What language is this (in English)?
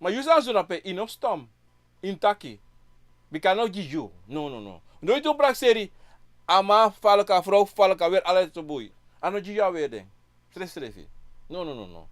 Sranan Tongo